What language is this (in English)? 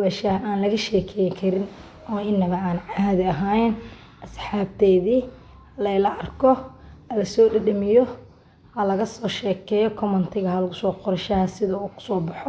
Somali